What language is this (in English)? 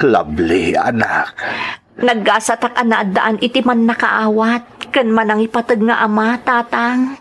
Iloko